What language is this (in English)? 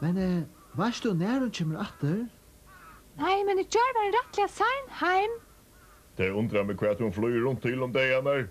Faroese